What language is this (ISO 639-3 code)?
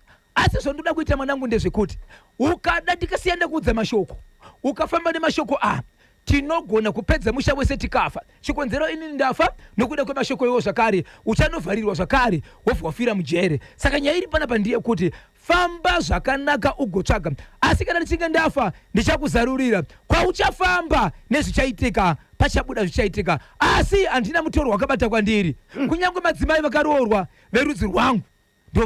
sna